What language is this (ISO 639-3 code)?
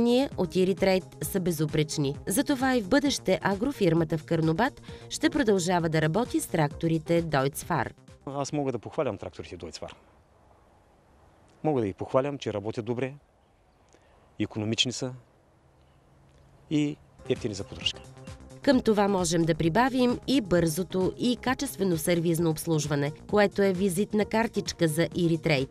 bul